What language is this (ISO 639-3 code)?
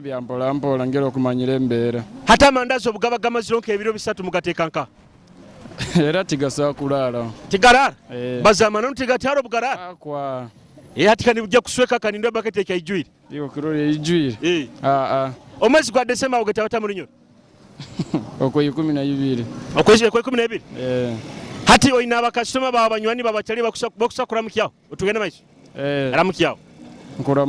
nyo